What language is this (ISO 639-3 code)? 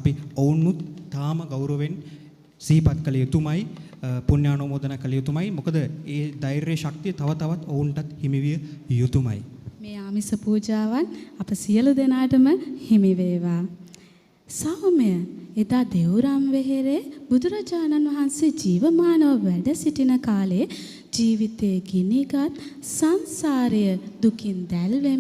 sin